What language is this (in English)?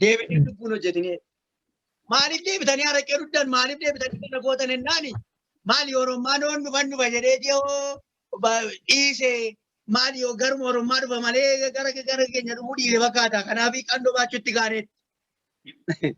Oromo